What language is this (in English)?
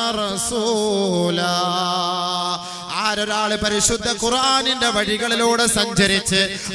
Malayalam